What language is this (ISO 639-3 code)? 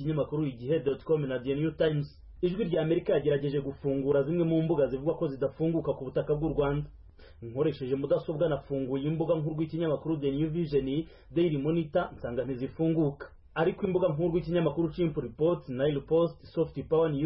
kin